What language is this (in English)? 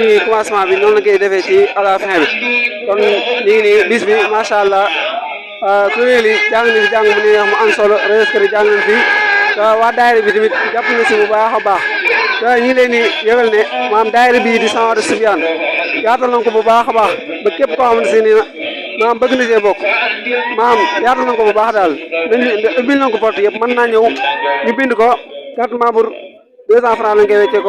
Wolof